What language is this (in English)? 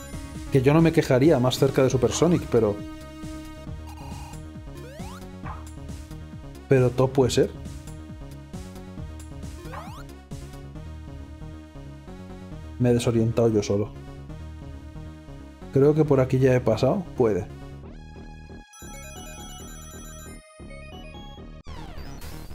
Spanish